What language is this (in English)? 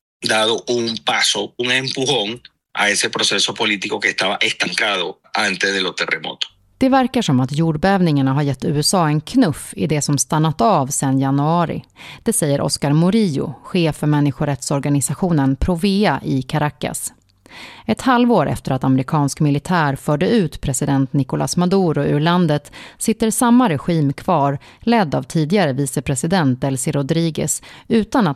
Swedish